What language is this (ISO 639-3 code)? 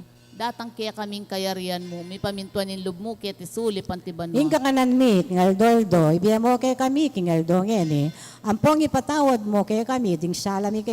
pam